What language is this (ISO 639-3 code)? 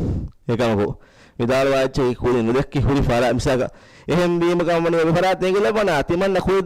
div